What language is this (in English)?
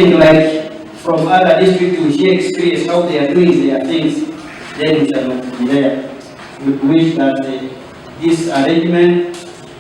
Nyankole